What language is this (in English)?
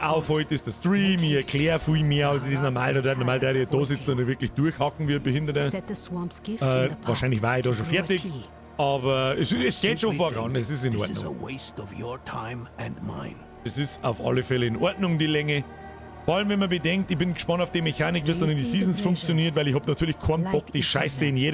Bavarian